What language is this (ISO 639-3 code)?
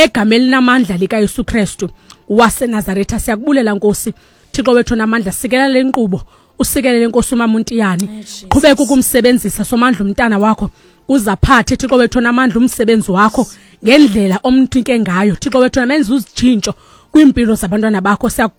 xho